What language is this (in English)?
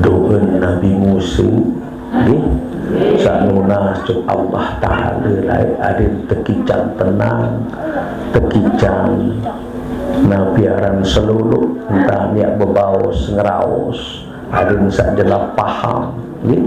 Sasak